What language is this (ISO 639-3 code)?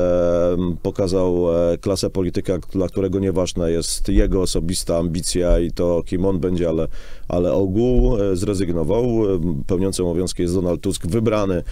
pol